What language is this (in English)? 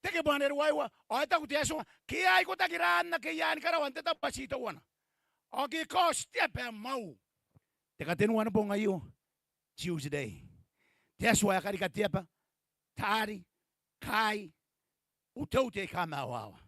Gilbertese